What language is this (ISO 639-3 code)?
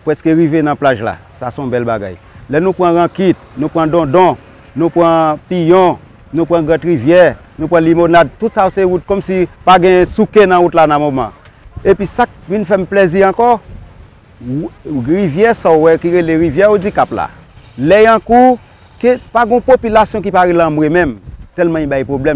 hat